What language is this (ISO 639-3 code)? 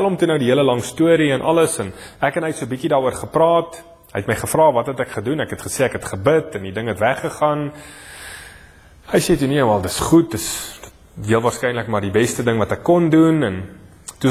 afr